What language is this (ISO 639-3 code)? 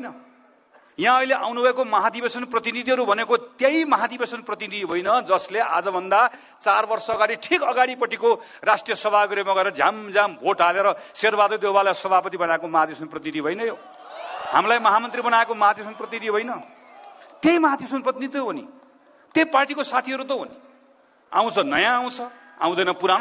nep